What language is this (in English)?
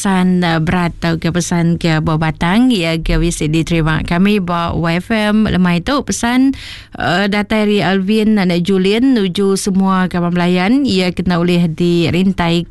Iban